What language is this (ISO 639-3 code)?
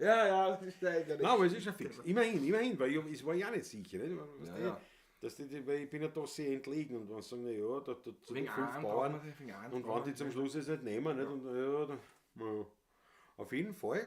bar